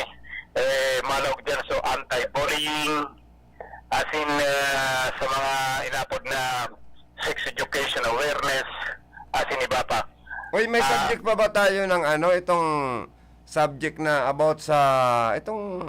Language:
Bikol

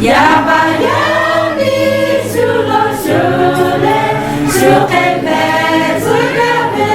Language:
Lahu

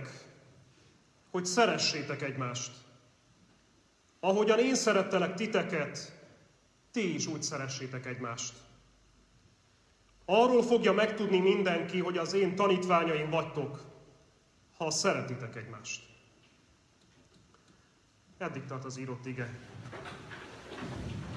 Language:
Hungarian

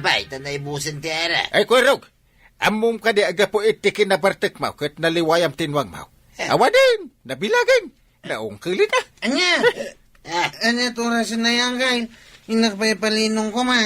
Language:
Iloko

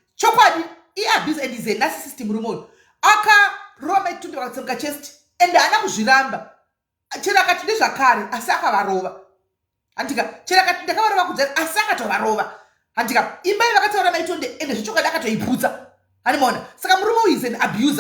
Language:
Shona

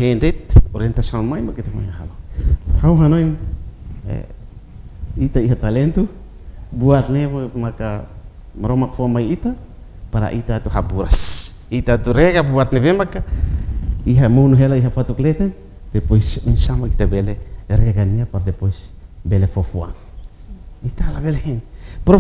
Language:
Tetum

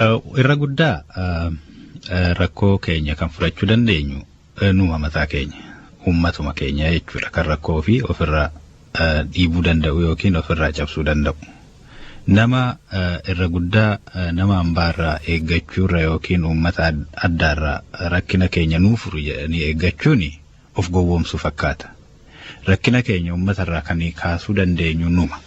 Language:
Oromo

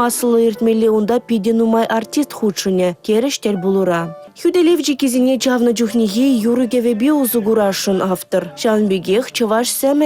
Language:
Chuvash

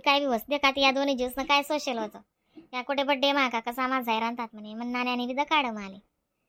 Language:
Khandesi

